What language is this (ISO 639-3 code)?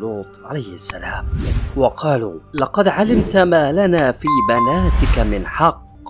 ara